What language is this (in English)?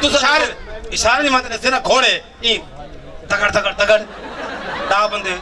Saraiki